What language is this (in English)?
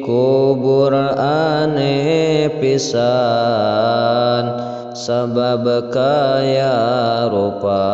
Sundanese